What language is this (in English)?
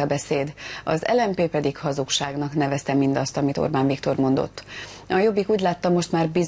Hungarian